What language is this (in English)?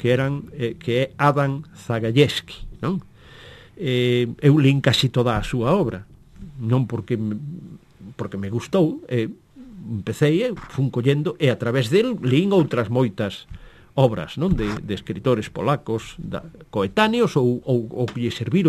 Galician